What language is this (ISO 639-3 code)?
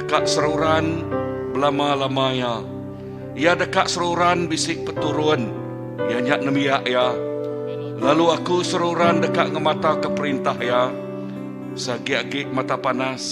iba